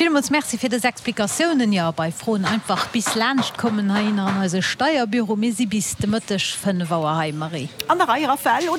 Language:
Luxembourgish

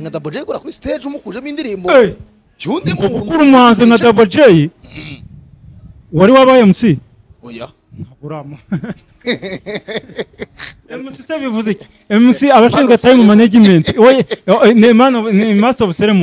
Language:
Kinyarwanda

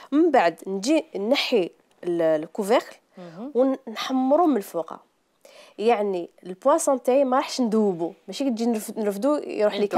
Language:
Algerian Arabic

